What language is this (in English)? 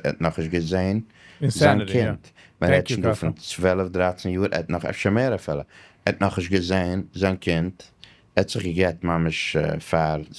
Yiddish